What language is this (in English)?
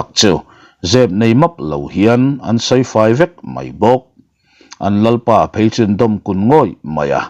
Mizo